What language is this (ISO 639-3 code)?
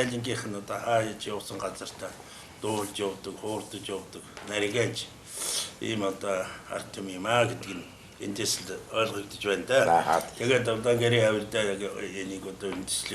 mon